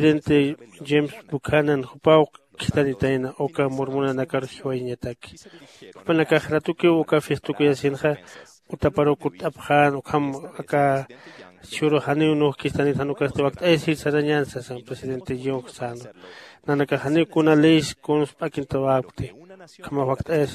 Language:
Aymara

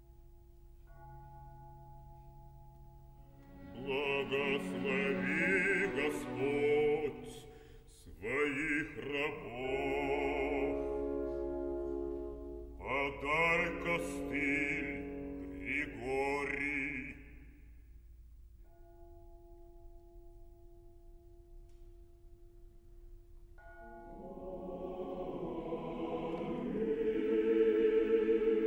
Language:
Russian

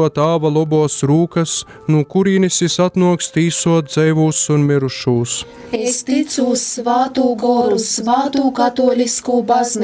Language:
Latgalian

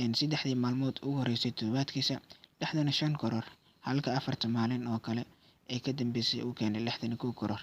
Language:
Somali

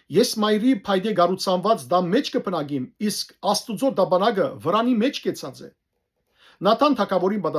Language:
Western Armenian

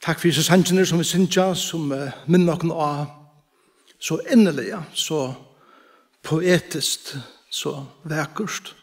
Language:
Faroese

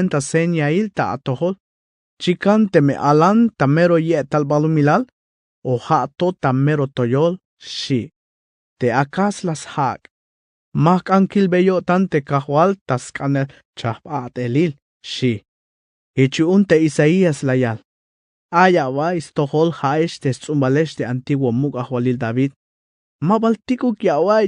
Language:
Tzeltal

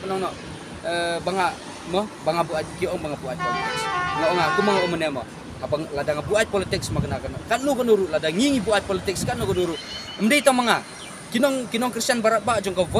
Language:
Khasi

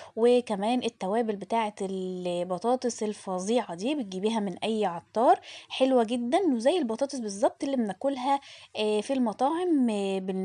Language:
Egyptian Arabic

